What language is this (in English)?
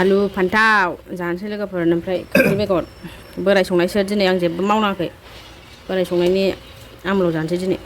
Bodo